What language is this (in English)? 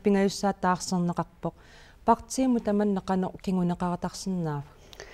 Kalaallisut